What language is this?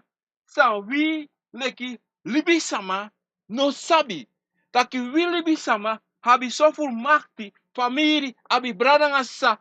Sranan Tongo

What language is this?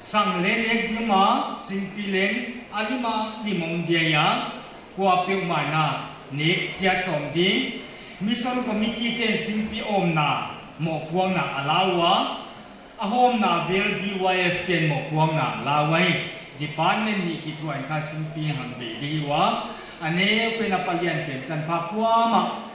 Paite Chin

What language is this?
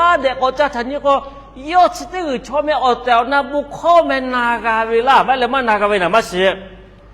Lahu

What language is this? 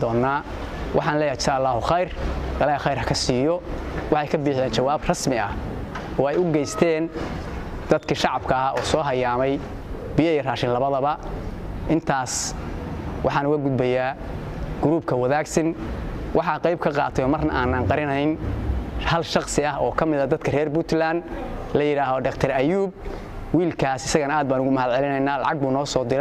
Somali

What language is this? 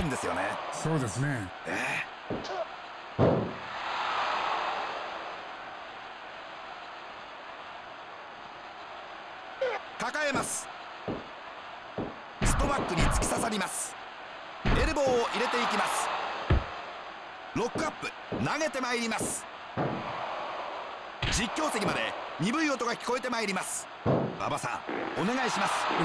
Japanese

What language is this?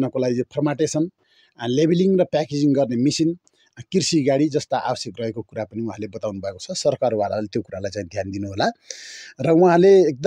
Nepali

